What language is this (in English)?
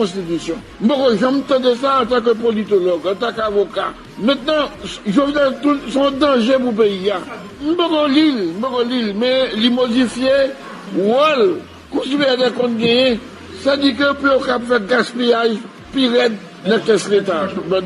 Haitian Creole